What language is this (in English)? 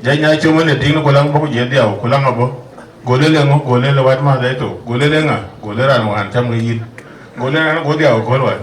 Dinka